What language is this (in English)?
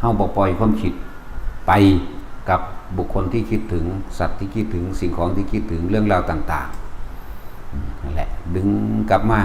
Northeastern Thai